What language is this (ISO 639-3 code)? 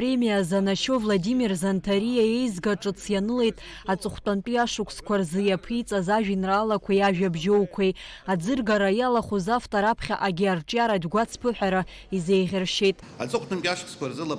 abk